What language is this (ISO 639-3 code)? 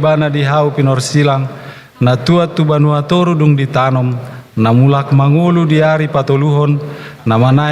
bbc